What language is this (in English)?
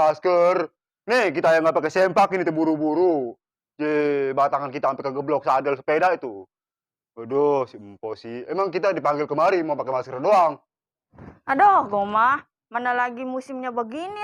Betawi